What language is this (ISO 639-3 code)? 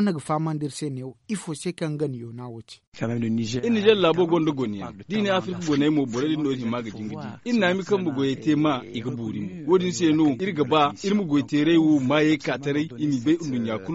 dje